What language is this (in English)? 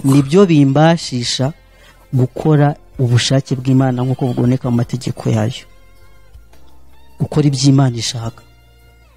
Kinyarwanda